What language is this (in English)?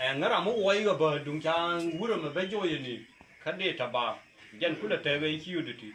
Nuer